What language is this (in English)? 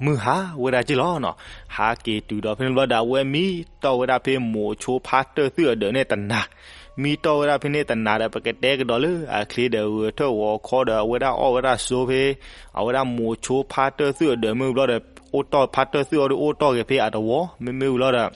S'gaw Karen